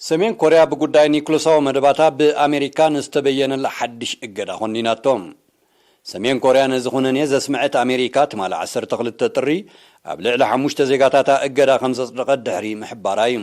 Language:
Tigrinya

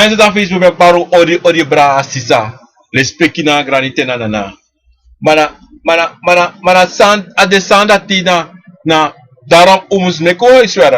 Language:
Sranan Tongo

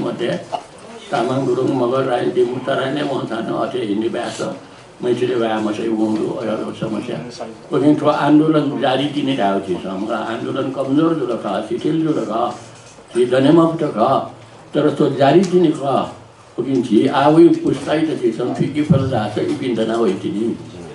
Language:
Newari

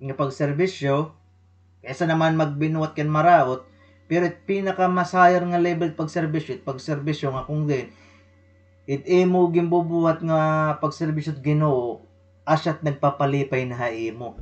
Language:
Waray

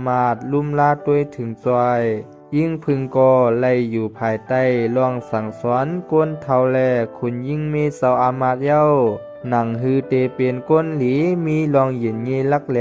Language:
Shan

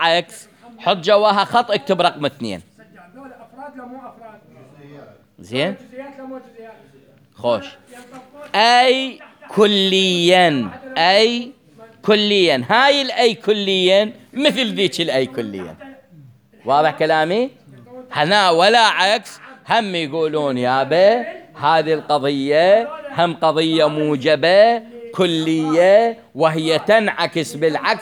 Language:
Mesopotamian Arabic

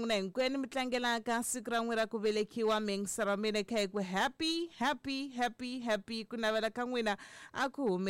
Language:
Tsonga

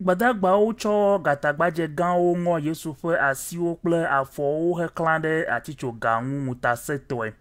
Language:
Ewe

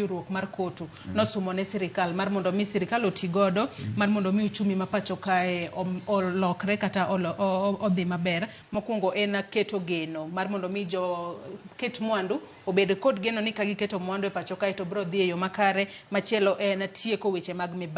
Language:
Luo (Kenya and Tanzania)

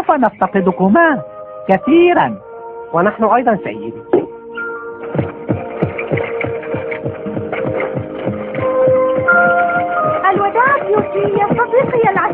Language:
Arabic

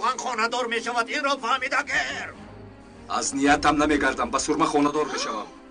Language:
Tajik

